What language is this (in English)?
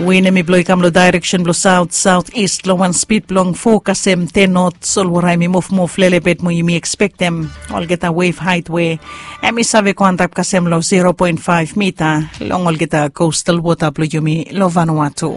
Bislama